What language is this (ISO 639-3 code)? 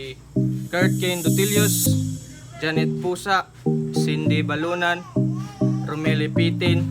ceb